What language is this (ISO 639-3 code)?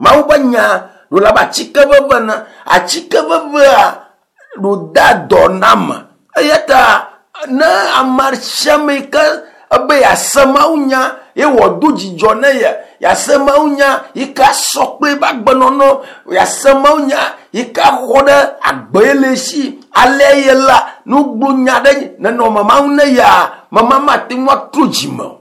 ewe